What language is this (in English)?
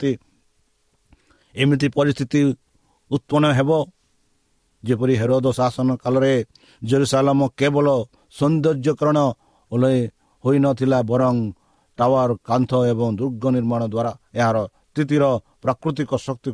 Odia